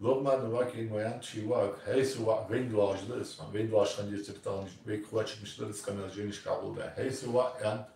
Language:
Ingush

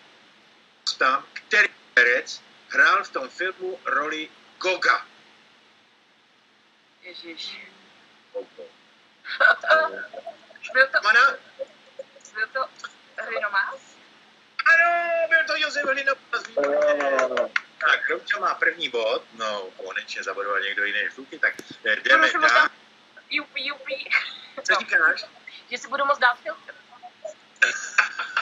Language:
Czech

